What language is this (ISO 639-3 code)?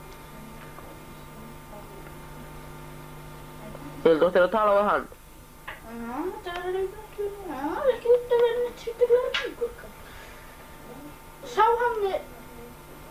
isl